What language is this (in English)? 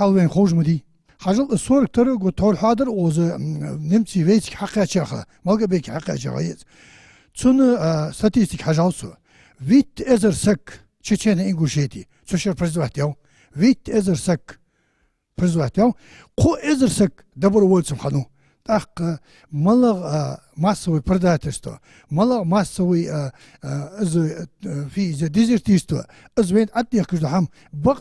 Ingush